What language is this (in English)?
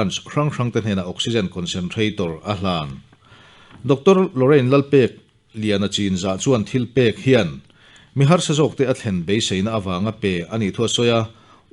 Mizo